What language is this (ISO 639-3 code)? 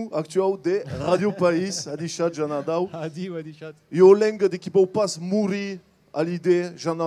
oci